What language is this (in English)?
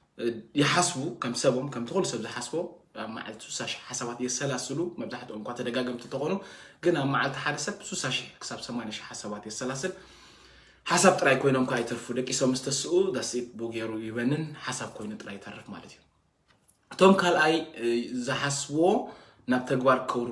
Tigrinya